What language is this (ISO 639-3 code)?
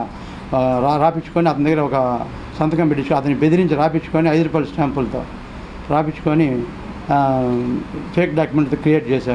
tel